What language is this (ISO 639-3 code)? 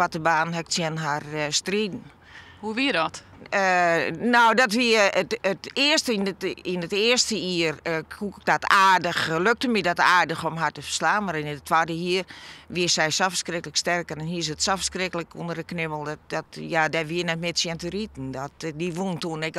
fry